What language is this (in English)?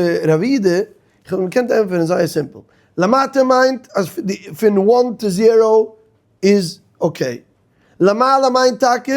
Yiddish